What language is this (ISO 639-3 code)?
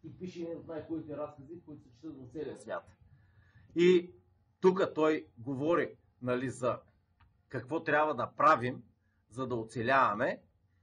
bul